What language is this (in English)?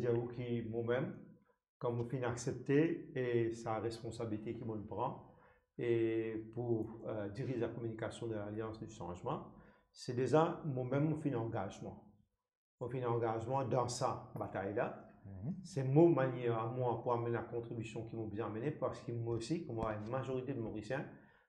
Morisyen